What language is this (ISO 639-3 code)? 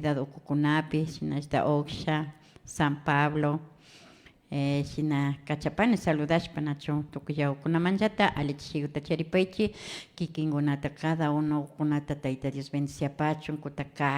qvi